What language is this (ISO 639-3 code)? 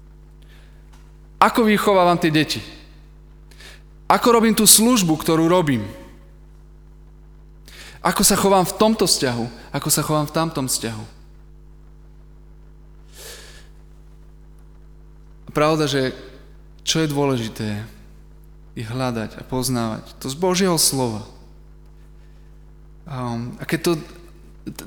slk